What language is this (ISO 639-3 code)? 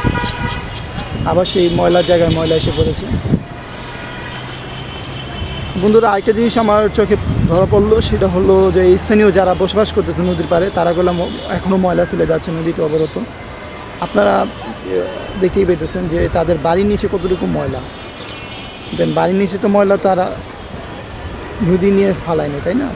ben